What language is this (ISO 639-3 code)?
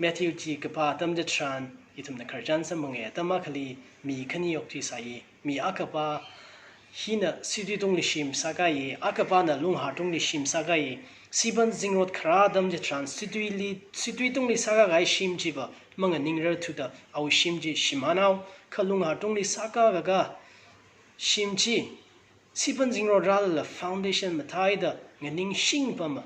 nmf